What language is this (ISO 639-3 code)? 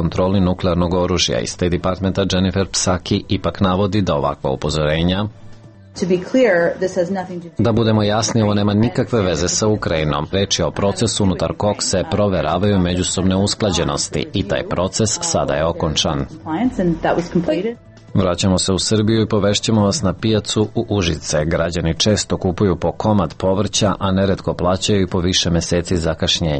srp